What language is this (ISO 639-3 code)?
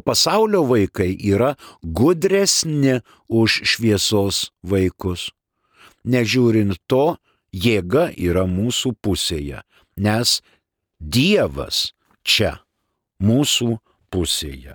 lit